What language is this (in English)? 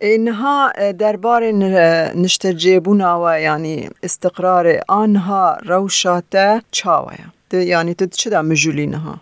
Kurdish